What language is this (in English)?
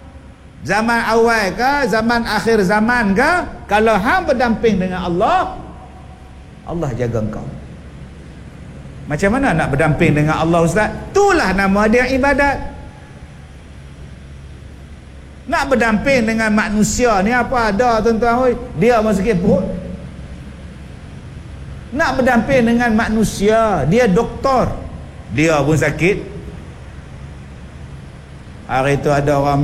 Malay